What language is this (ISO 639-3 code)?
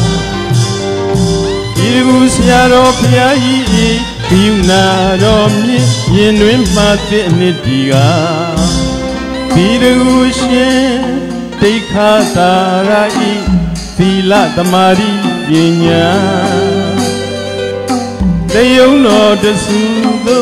mya